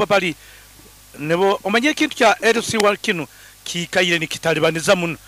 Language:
Nyoro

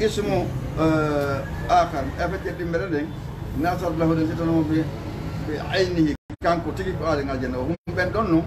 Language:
Fula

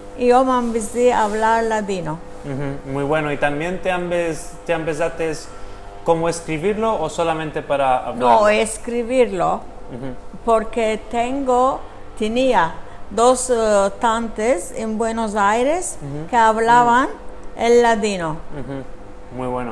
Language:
Ladino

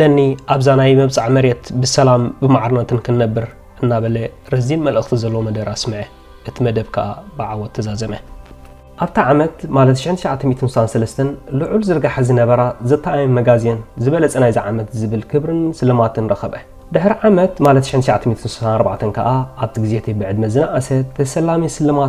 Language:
Tigrinya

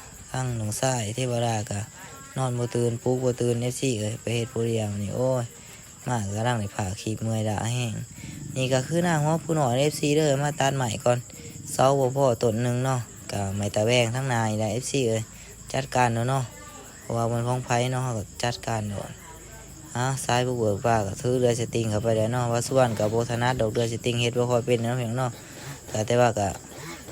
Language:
Lao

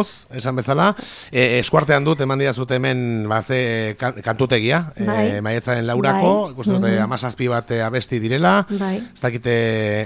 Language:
Basque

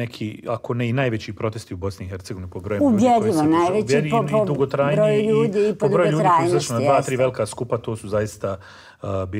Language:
Bosnian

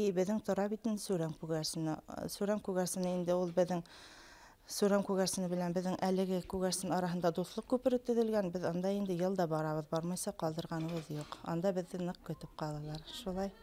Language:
Bashkir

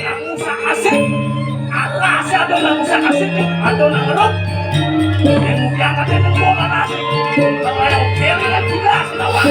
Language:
Balinese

